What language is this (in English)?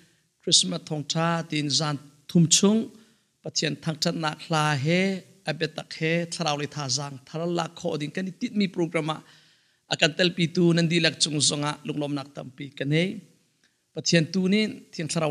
Hakha Chin